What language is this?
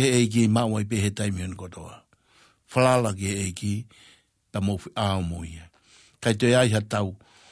Tongan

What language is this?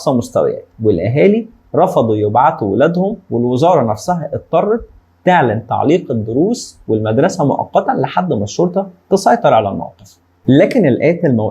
Egyptian Arabic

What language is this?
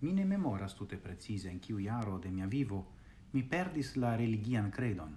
Esperanto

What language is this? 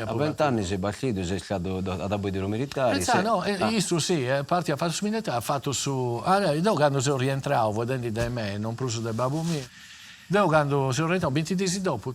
Sardinian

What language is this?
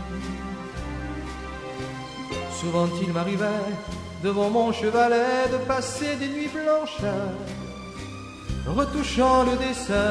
French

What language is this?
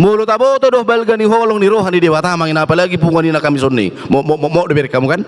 Batak Toba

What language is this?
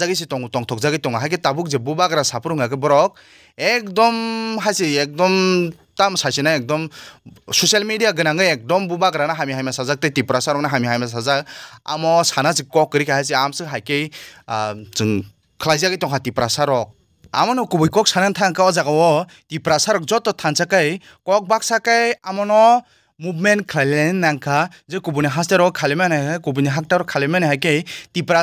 Kok Borok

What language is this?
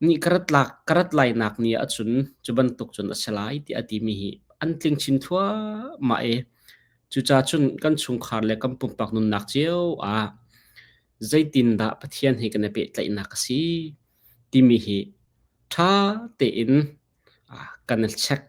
Hakha Chin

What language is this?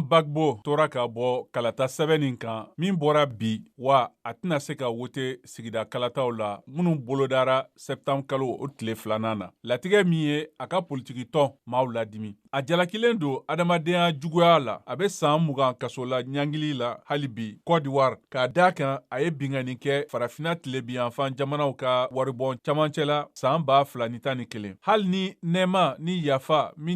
Bambara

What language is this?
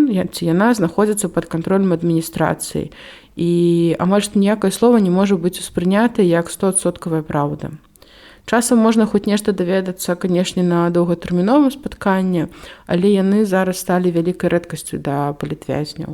Belarusian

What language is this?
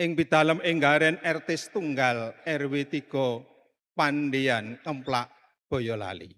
Javanese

